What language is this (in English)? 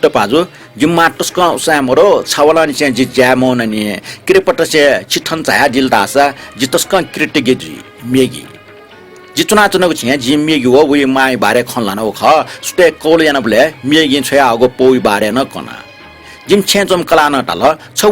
Newari